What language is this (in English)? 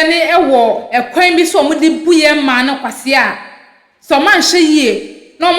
Akan